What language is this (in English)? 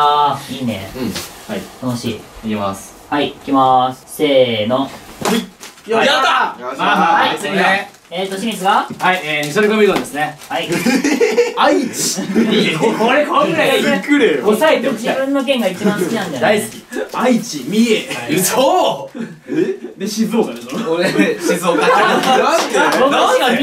Japanese